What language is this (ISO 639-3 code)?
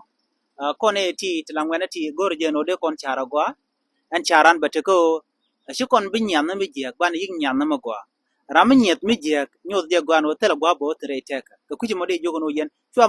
nus